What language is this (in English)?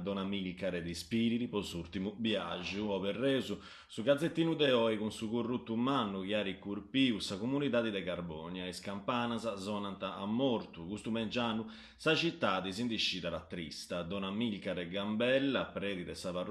Sardinian